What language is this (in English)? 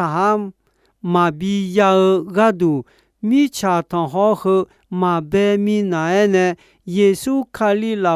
Akha